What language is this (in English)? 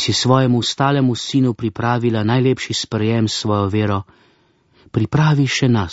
Slovenian